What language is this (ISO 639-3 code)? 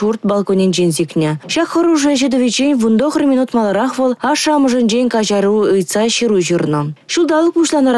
chv